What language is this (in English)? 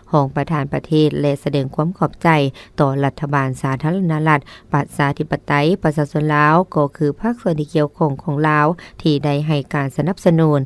Lao